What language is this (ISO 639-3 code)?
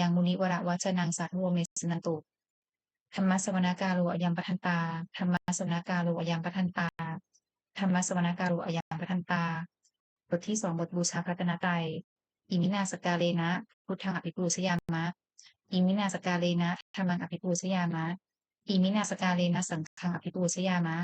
pli